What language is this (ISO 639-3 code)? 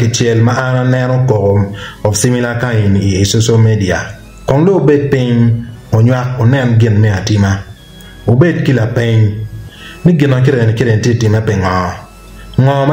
ach